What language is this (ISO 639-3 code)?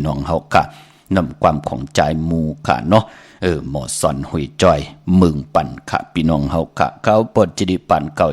shn